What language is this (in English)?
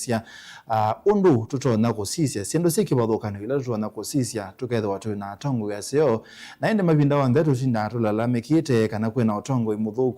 Kamba